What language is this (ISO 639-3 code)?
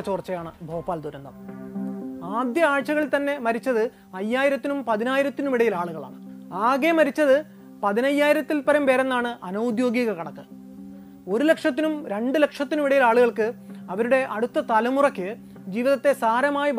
mal